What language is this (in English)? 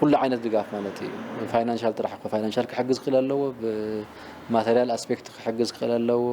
Tigrinya